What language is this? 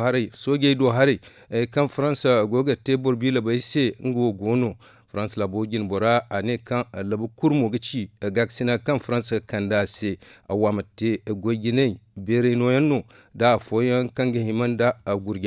Zarma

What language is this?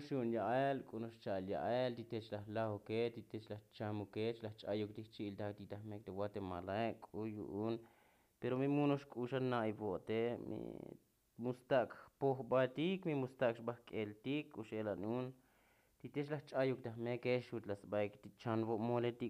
Tzotzil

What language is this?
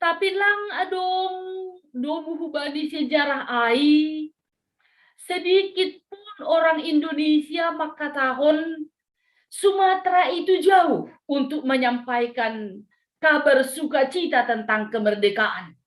Batak Simalungun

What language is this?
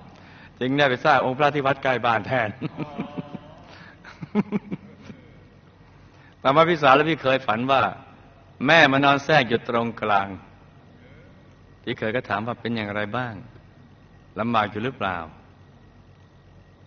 Thai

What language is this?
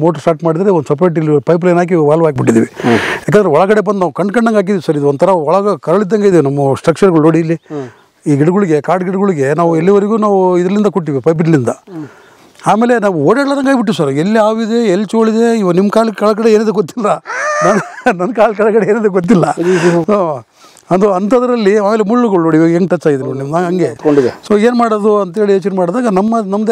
Kannada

